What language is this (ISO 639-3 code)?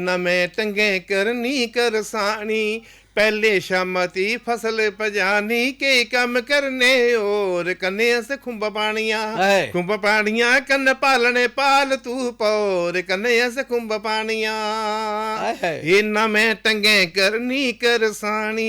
doi